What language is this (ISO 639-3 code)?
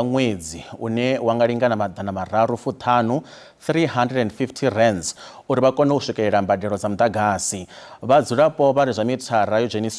ven